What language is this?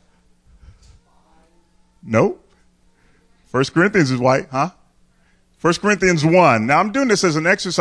English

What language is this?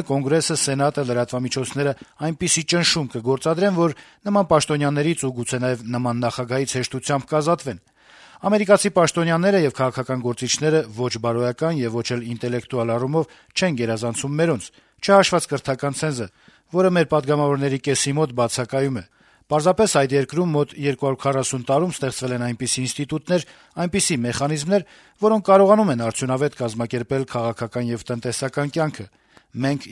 Armenian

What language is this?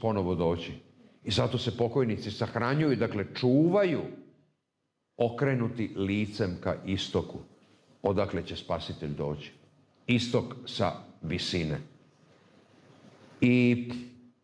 Serbian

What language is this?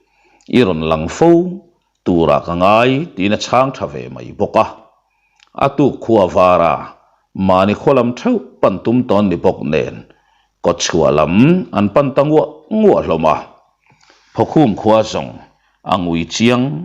Mizo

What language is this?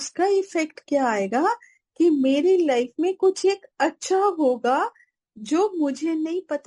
Hindi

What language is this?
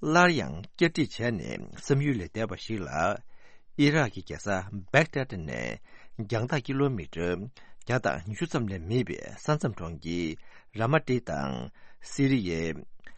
Tibetan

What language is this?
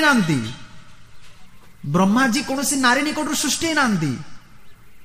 Odia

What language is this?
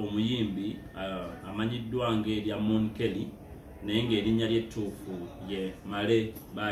Ganda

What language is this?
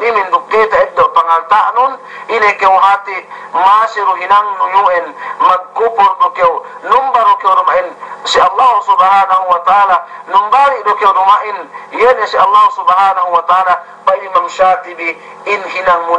Yakan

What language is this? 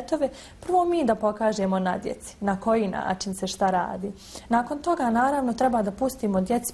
Bosnian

